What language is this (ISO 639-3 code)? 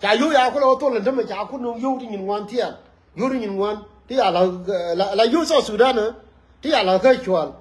nus